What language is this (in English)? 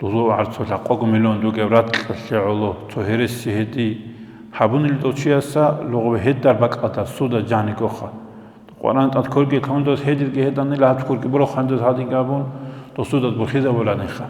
Avaric